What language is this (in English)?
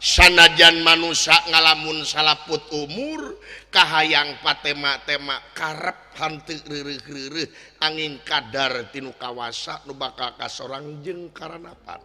Sundanese